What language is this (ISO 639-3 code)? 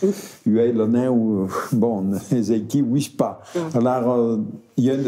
oci